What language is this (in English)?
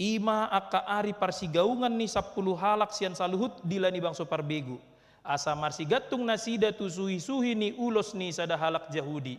Batak Toba